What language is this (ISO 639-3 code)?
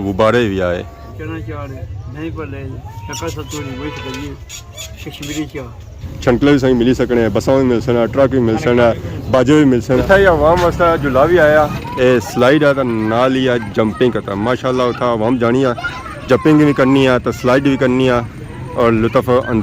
phr